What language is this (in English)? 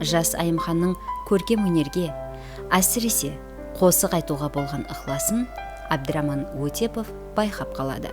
Kara-Kalpak